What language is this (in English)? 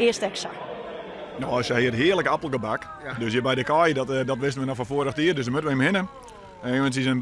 Western Frisian